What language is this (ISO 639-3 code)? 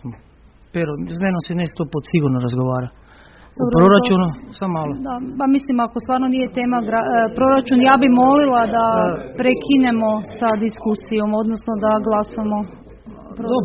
hrv